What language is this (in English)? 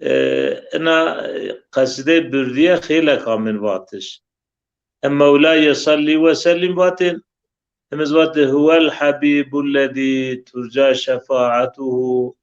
Zaza